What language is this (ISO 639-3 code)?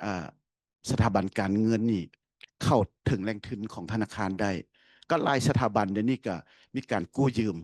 lao